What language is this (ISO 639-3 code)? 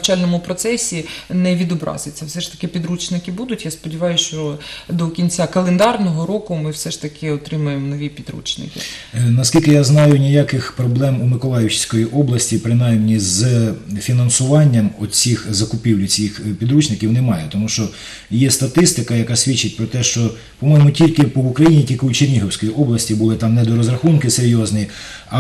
ukr